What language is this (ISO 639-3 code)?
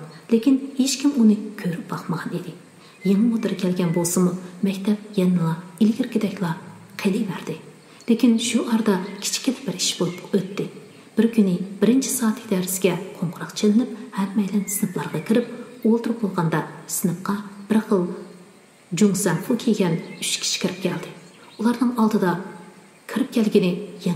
uig